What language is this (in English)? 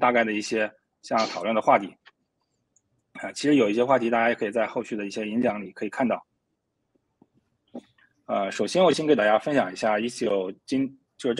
Chinese